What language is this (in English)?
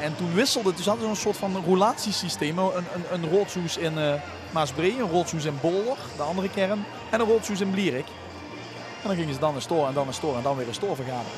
Limburgish